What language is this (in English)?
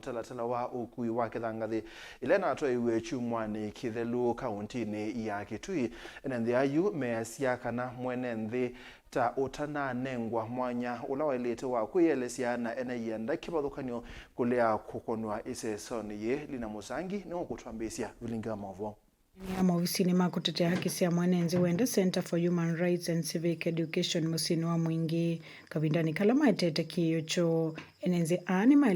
Kamba